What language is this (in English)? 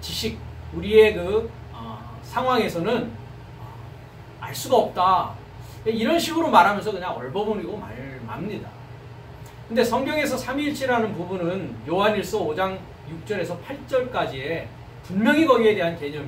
Korean